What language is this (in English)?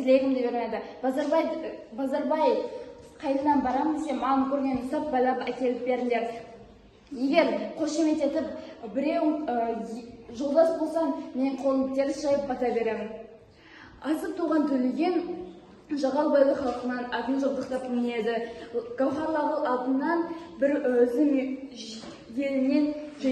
Kazakh